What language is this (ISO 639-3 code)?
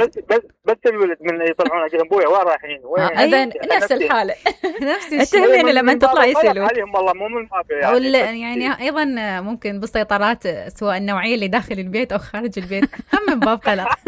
acm